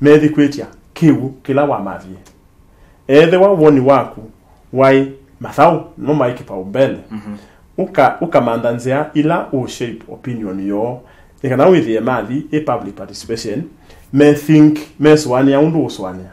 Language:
Kamba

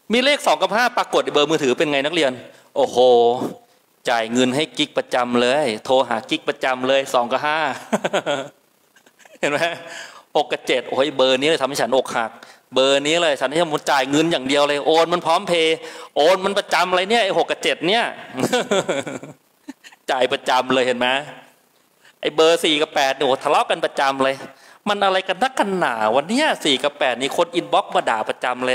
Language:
Thai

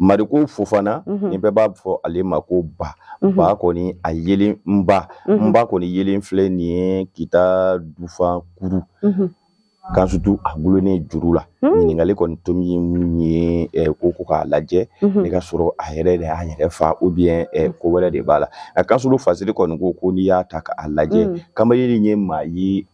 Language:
Bambara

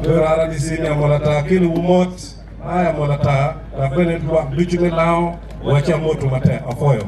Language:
Acoli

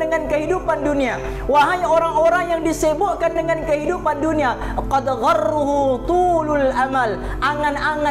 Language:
Malay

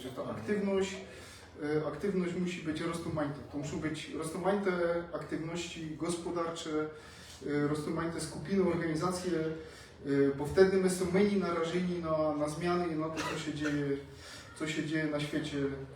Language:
Silesian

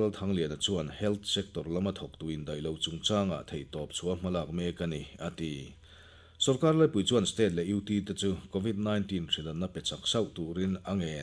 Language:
Mizo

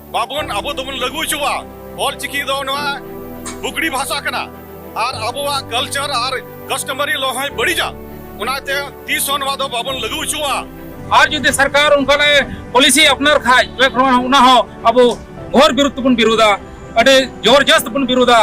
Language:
Santali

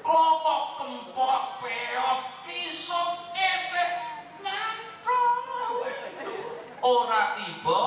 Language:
Javanese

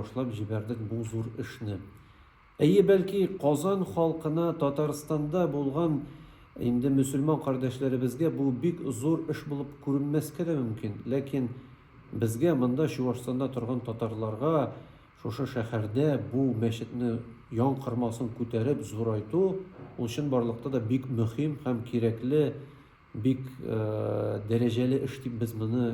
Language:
Tatar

